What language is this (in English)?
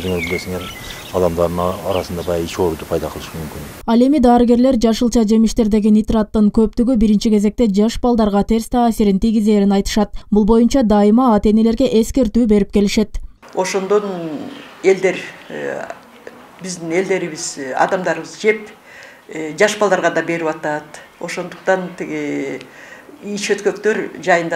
Kyrgyz